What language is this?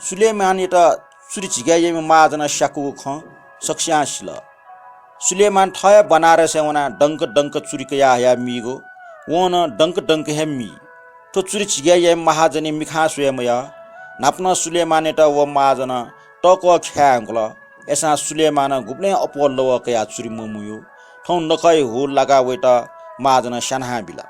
Newari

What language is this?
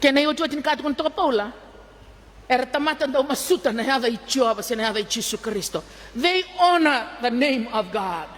Fijian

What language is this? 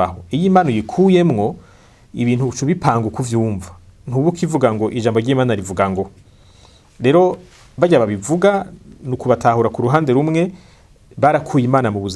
Rundi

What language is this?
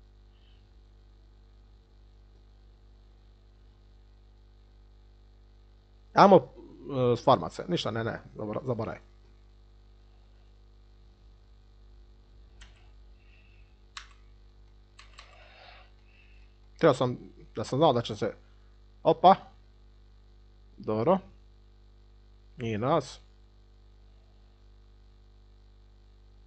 Croatian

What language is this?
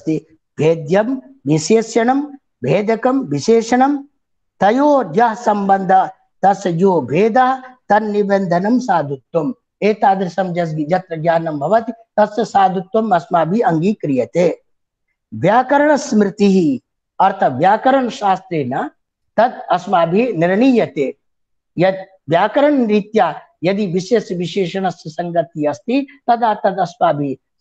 Sanskrit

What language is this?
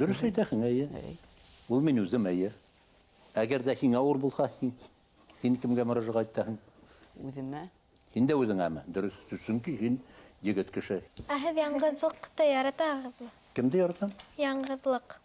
Bashkir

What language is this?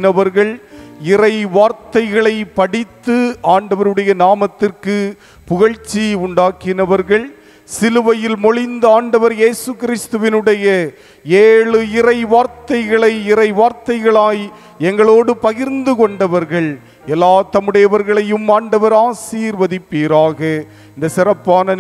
Tamil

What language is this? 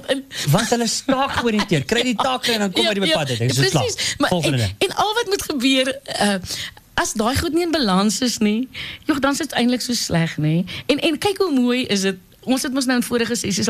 Afrikaans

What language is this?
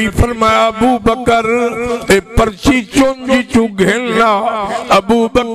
Saraiki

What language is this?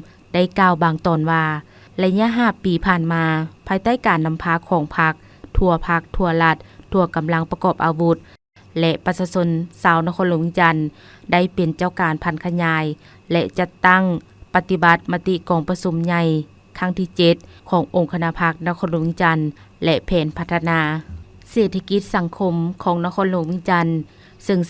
Lao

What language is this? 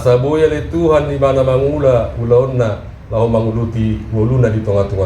Batak Toba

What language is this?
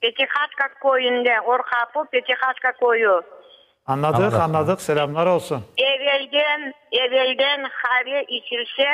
Crimean Tatar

